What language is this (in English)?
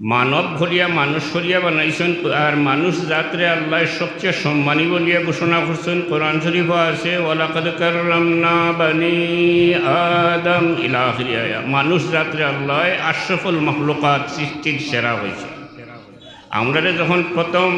Sylheti